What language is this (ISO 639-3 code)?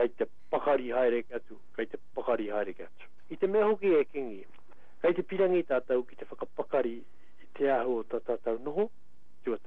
mri